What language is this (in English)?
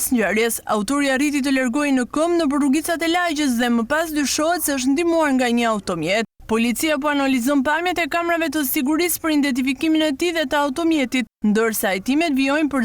Albanian